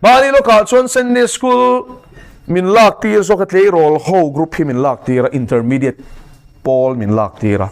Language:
Mizo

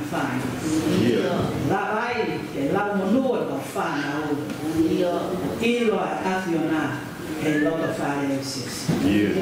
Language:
Tongan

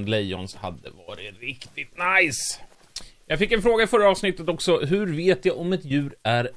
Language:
Swedish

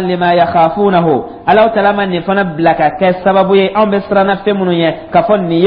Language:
Dyula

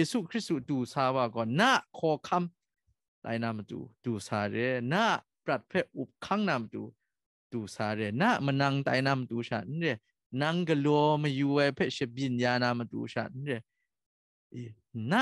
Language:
Kachin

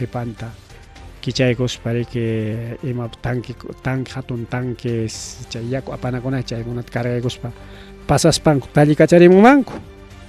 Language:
Ayacucho Quechua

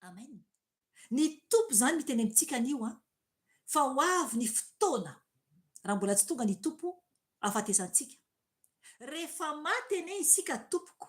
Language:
Malagasy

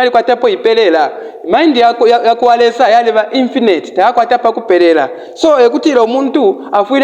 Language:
Bemba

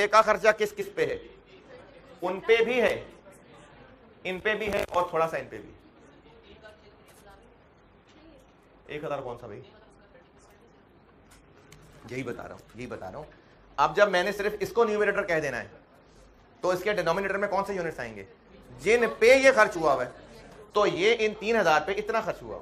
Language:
Hindi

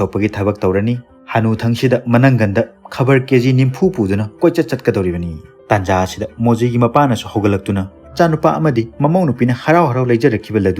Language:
Manipuri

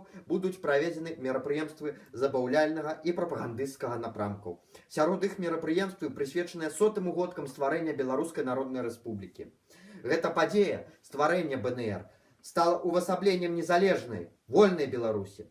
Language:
Belarusian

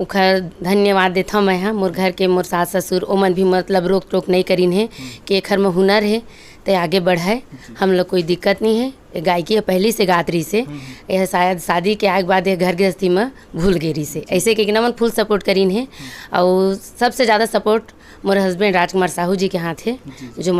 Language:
Chhattisgarhi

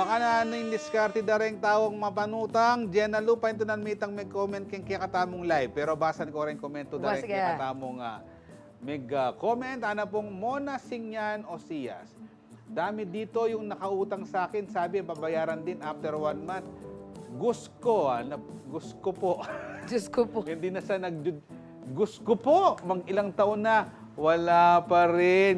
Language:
Pampanga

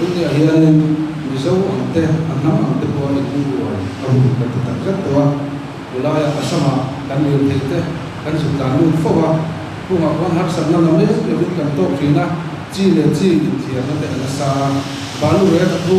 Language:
Mizo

